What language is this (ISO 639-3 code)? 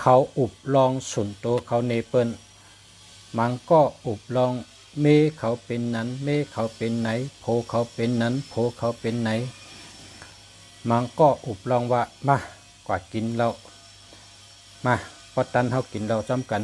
shn